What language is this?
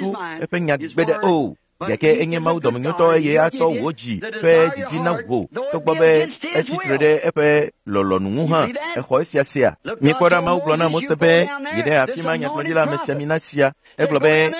Ewe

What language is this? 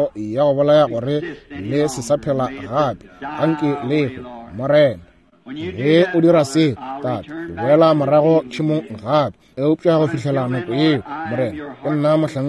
Northern Sotho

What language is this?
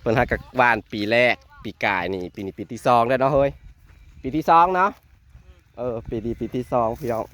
Northeastern Thai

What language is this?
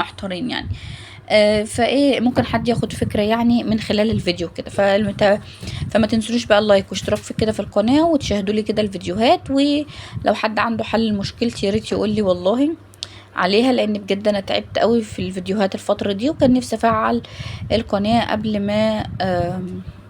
Egyptian Arabic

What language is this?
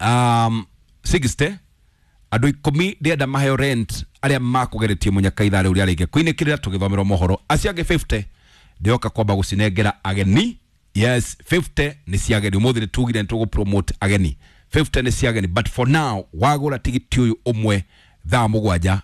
Kikuyu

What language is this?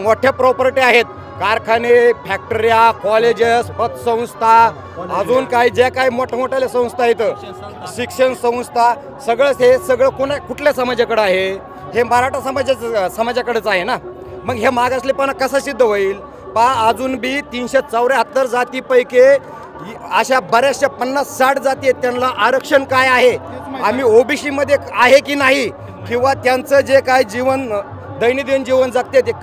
Marathi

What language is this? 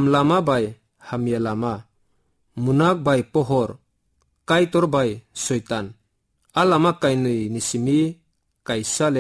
Kok Borok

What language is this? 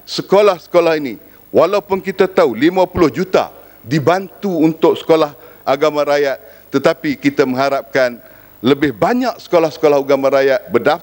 Malay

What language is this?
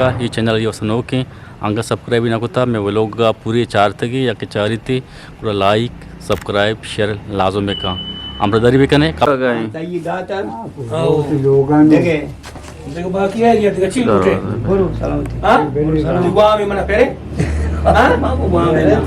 Eastern Balochi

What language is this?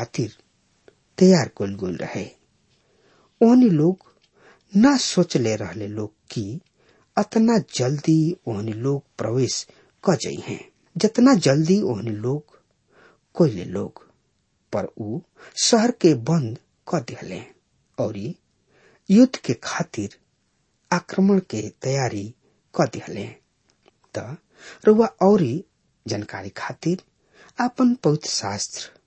Bhojpuri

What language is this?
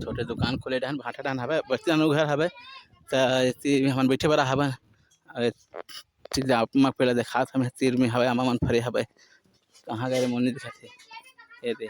Chhattisgarhi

